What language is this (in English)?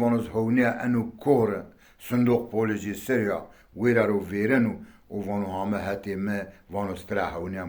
Zaza